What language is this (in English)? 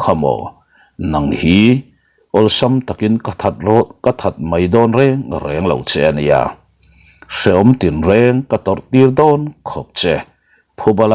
Mizo